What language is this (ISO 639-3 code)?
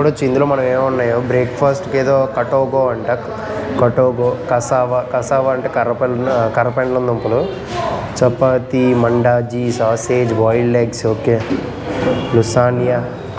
tel